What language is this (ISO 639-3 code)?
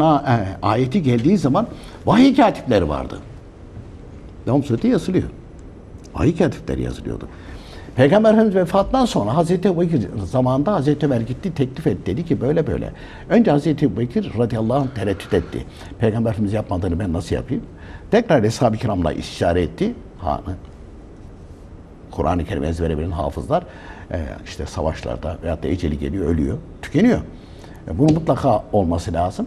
tur